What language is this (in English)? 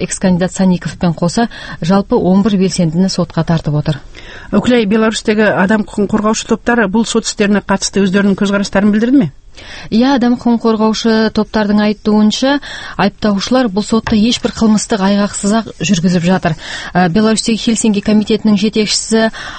Kazakh